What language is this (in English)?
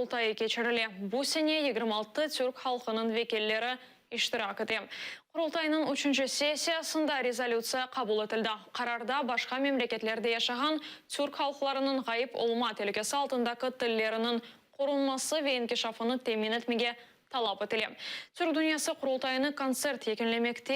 Crimean Tatar